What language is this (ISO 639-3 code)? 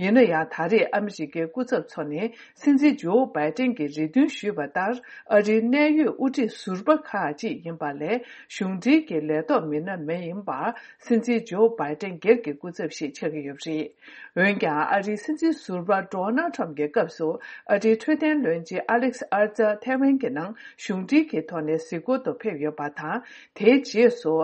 bod